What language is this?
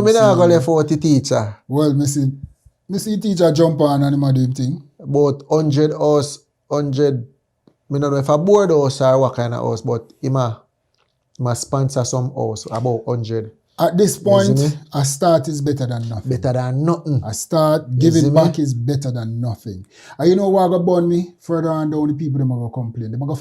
Jamaican Creole English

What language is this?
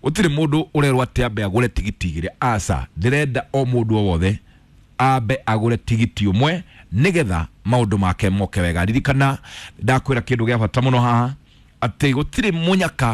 Kikuyu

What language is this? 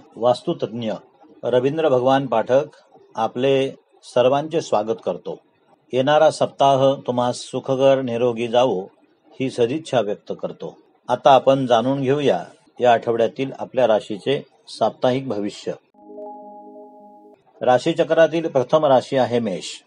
Marathi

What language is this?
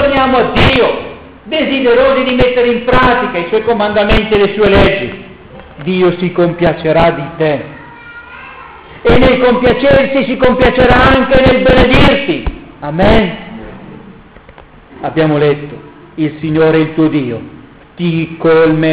Italian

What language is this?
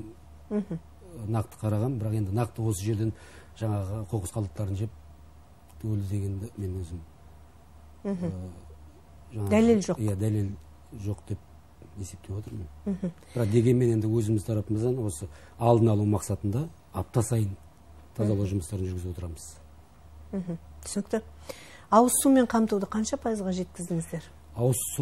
Kazakh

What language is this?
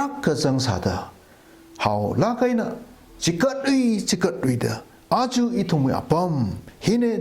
Tangkhul Naga (India)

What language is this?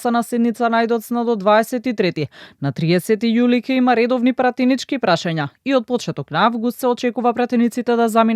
Macedonian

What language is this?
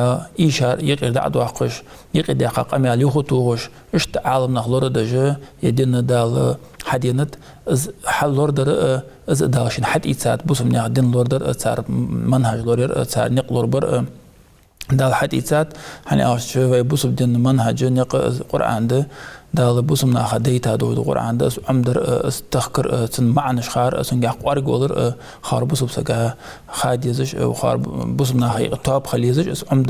Ingush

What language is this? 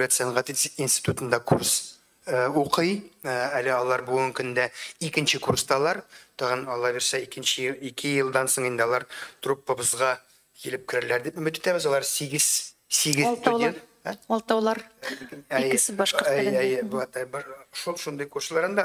Tatar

